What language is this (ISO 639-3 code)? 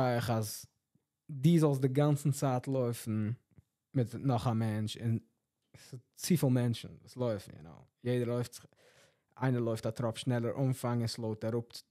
yid